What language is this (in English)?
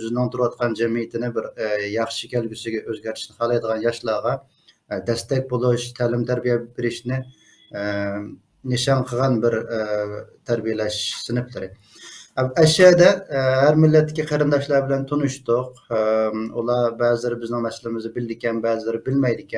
Uyghur